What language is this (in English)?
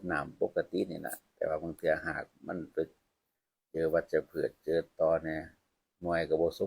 Northeastern Thai